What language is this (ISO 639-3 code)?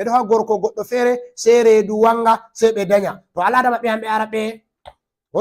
ful